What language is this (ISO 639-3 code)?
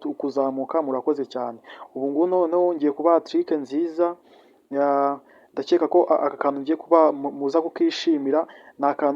kin